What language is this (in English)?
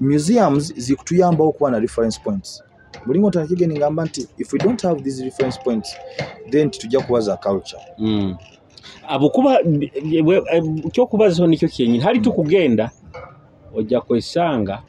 Nyoro